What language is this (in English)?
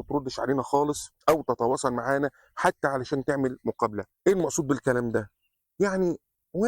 Egyptian Arabic